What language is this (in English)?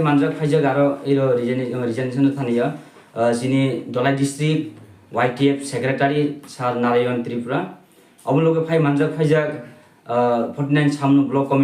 Kok Borok